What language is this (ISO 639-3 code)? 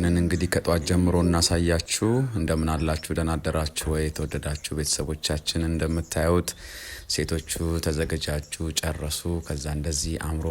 amh